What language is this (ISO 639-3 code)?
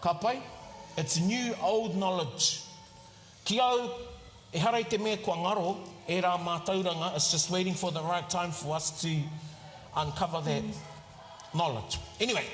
mri